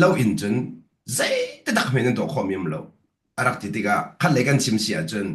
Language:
Hakha Chin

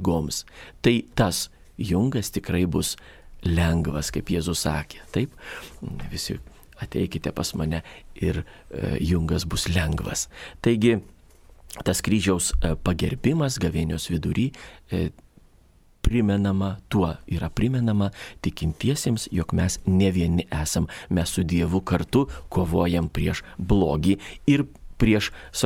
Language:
Lithuanian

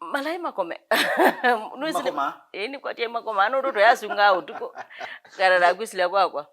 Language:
Kamba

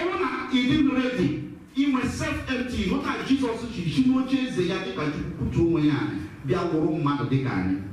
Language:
Igbo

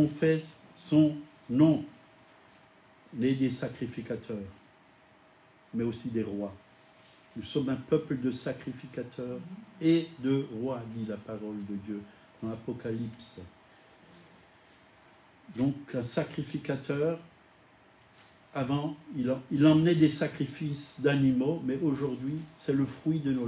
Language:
French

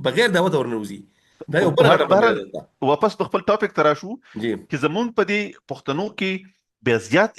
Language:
Pashto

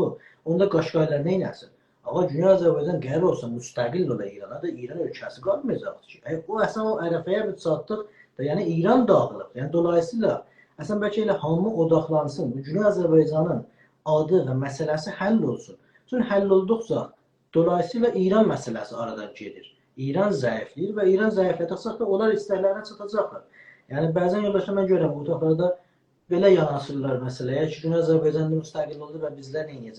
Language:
South Azerbaijani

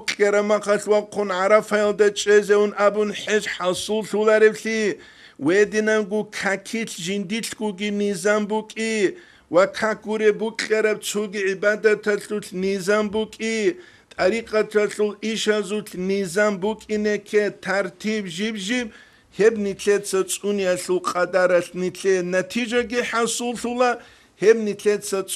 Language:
Avaric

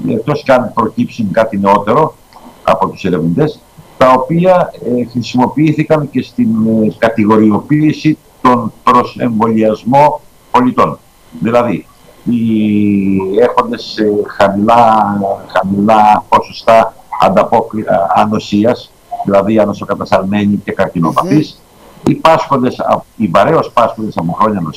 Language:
Greek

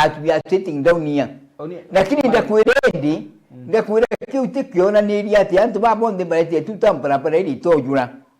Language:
Meru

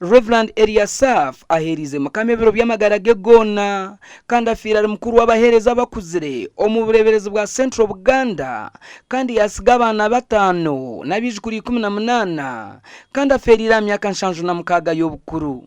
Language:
Nyankole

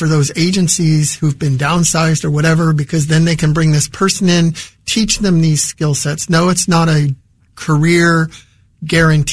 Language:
English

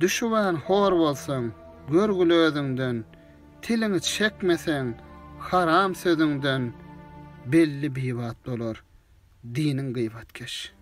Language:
Turkmen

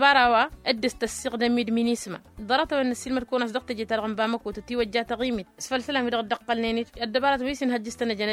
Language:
Tamasheq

